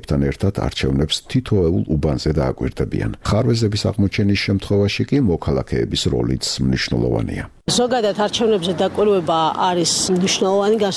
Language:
Georgian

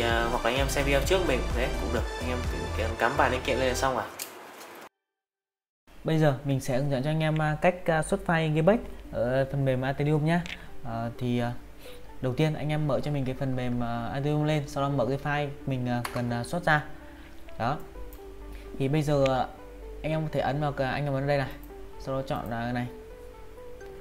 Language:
Vietnamese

